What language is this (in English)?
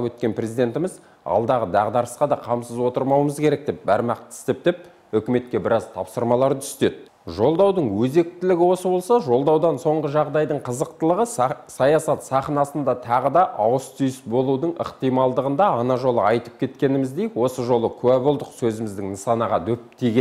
Kazakh